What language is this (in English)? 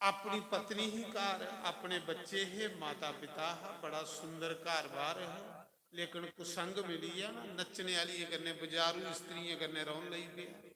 Dogri